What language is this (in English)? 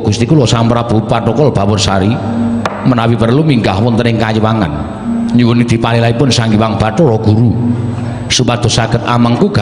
Javanese